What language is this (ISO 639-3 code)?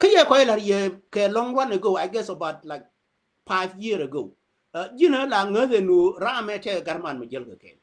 nus